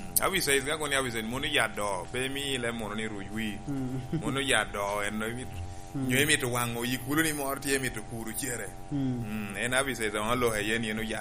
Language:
Lango (Uganda)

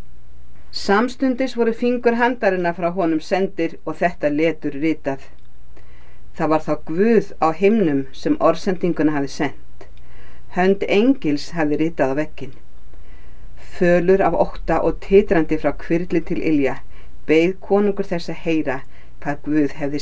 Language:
Icelandic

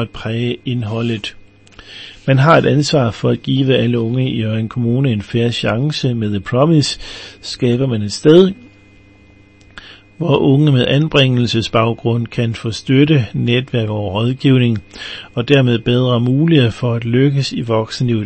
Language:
Danish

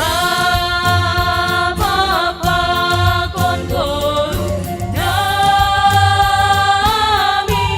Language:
Batak Simalungun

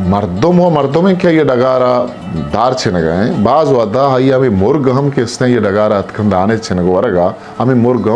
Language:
Eastern Balochi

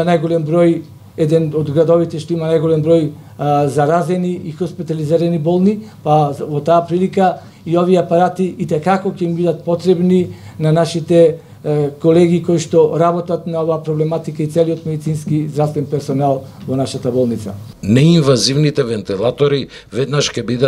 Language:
Macedonian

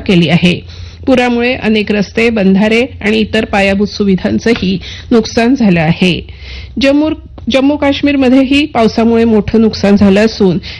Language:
Marathi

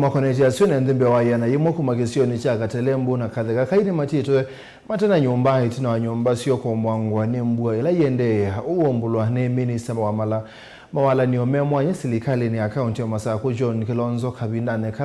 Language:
Kamba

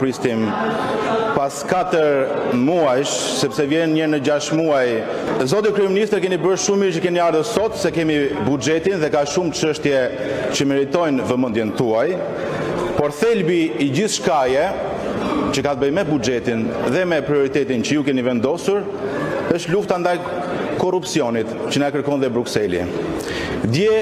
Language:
Albanian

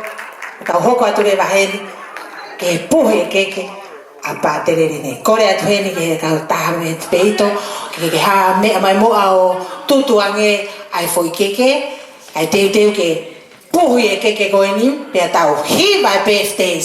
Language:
Tongan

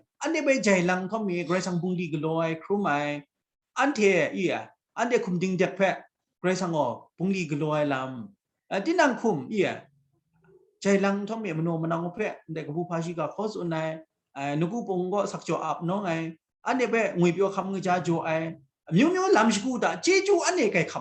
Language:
Kachin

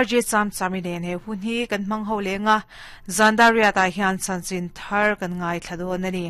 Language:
Mizo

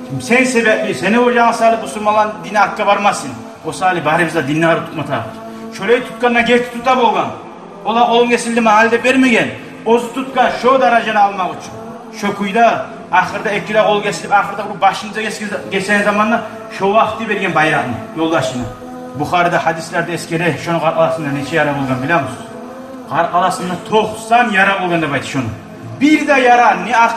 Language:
Kumyk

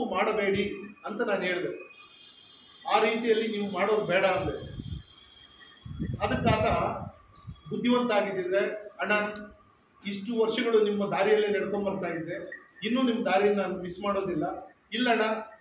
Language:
Kannada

